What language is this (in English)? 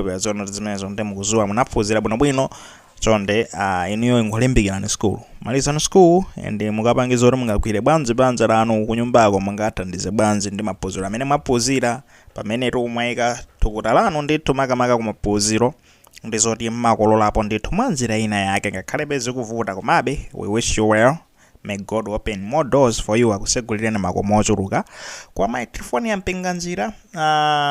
Nyanja